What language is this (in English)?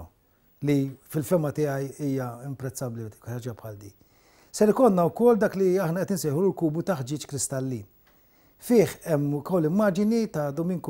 Maltese